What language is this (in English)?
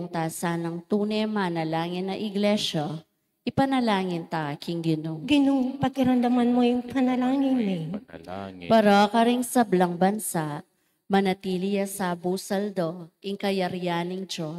Pampanga